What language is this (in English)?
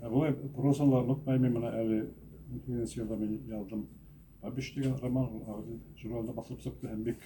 Bashkir